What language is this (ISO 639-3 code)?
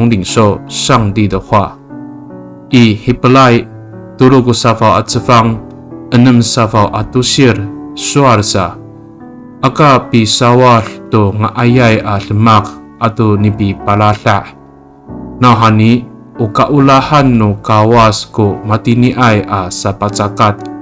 ami